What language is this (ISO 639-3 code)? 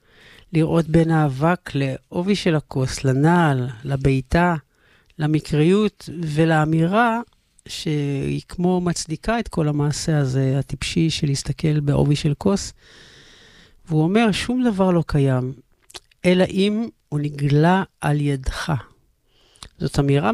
heb